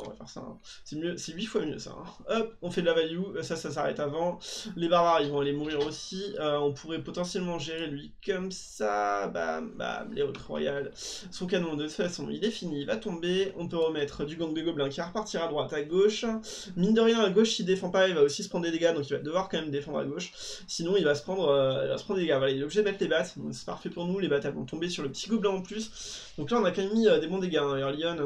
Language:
French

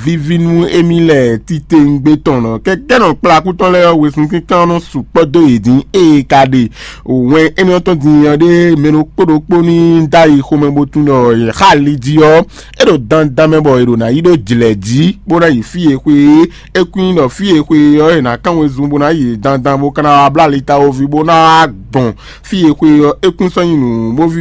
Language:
Fon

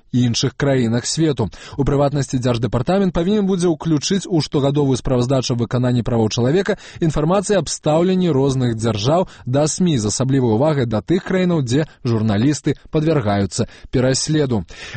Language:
Belarusian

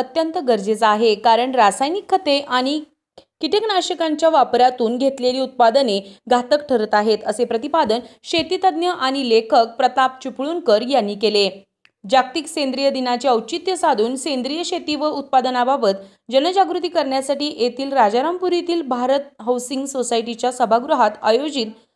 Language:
Marathi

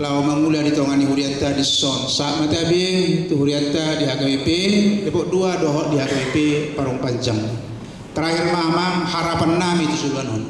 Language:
Batak Toba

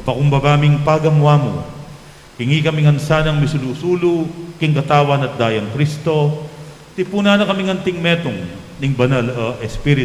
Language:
Pampanga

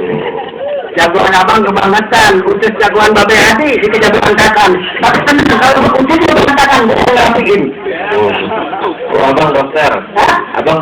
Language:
Betawi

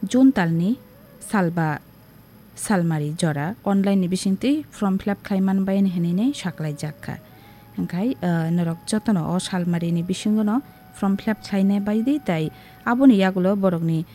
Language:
Kok Borok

